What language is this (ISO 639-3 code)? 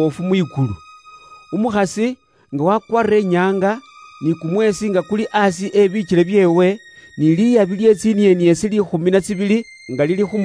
luy